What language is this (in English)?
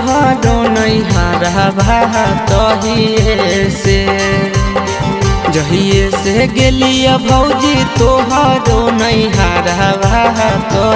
Bhojpuri